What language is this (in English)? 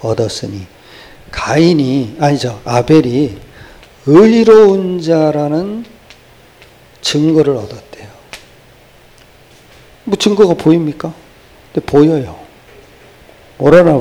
Korean